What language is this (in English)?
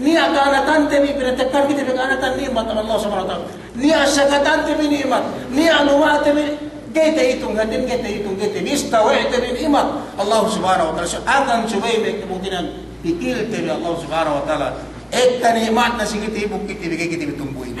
Yakan